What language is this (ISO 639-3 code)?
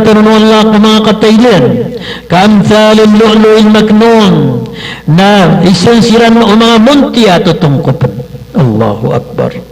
mrw